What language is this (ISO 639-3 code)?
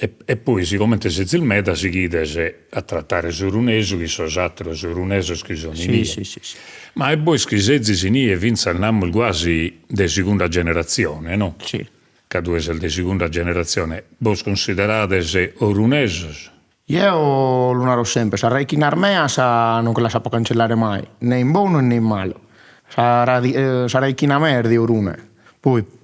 srd